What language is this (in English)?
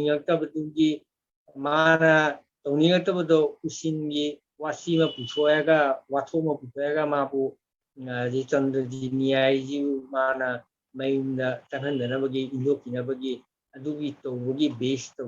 Manipuri